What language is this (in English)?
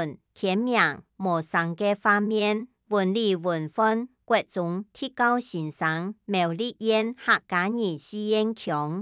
Hakka Chinese